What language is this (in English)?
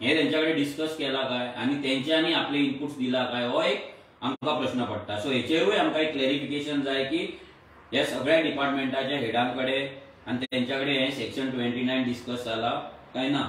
Konkani